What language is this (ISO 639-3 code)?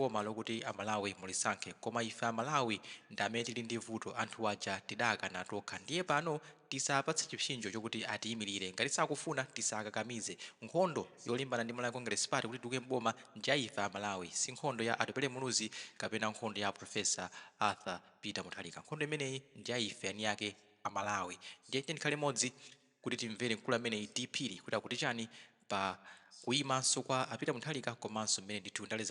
nya